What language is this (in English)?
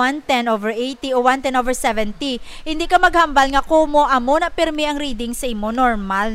Hiligaynon